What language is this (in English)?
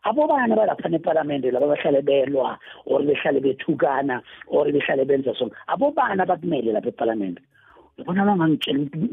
South Ndebele